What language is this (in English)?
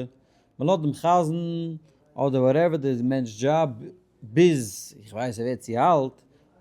Yiddish